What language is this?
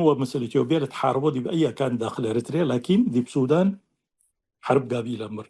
Tigre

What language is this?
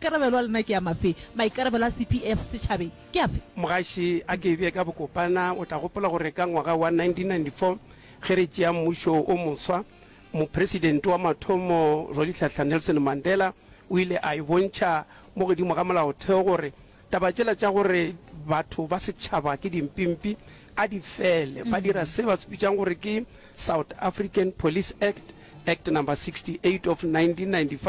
Northern Sotho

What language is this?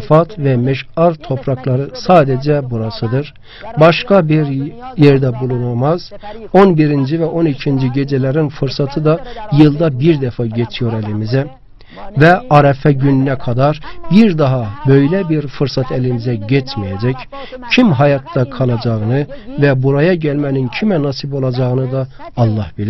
Turkish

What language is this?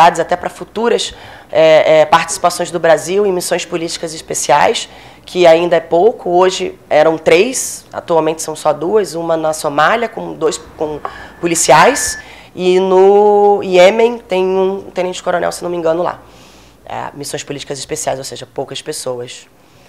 Portuguese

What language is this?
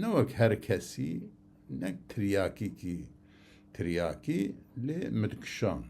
Kurdish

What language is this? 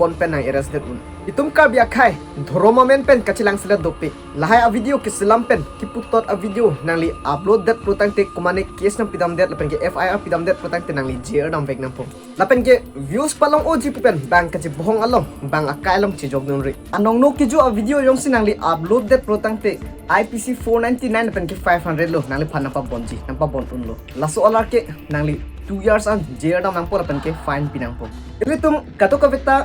Karbi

